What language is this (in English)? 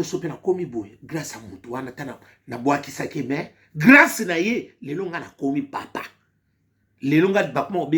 Lingala